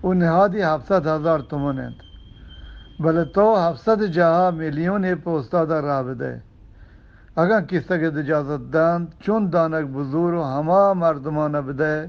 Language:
Eastern Balochi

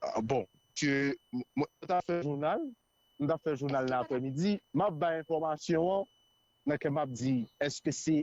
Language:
Haitian Creole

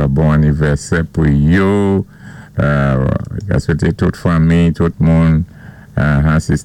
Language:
Saint Lucian Creole French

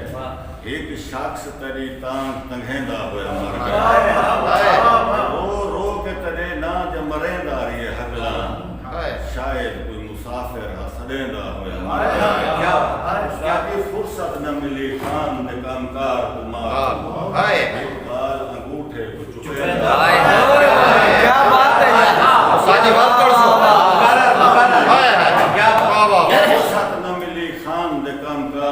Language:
Saraiki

